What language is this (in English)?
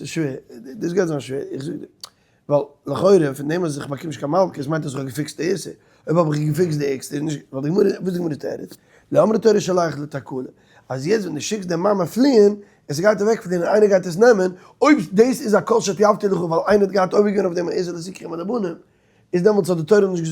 Yiddish